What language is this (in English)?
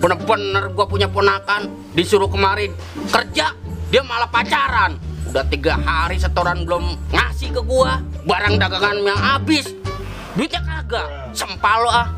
Betawi